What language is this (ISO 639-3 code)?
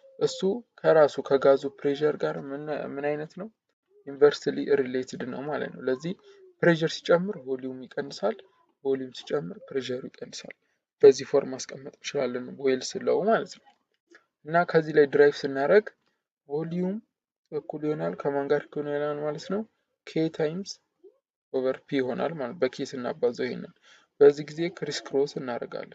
amh